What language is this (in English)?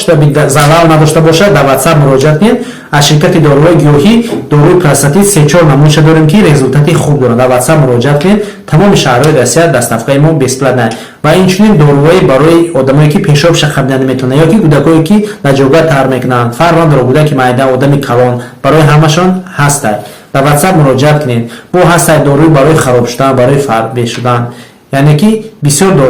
Tajik